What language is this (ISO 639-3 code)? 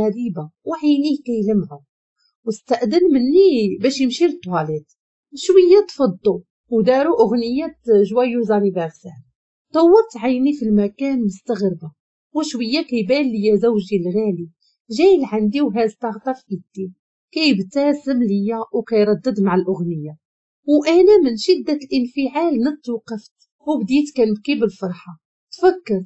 ary